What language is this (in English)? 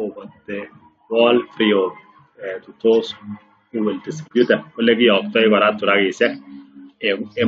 Kalenjin